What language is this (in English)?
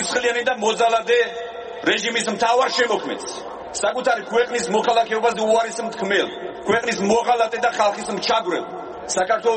Georgian